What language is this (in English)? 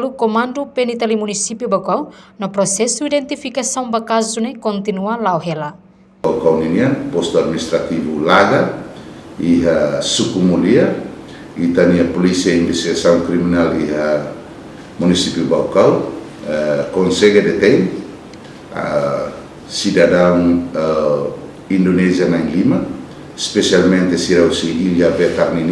Tetum